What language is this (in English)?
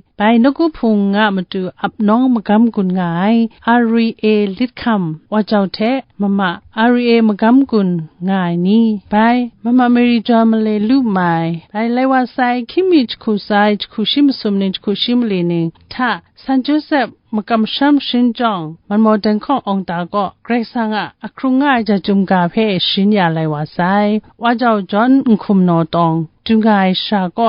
Kachin